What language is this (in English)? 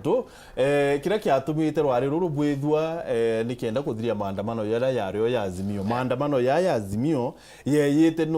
Meru